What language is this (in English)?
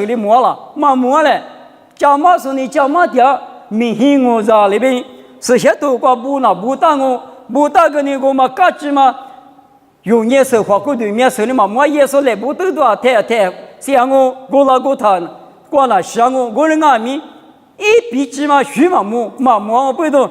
Lisu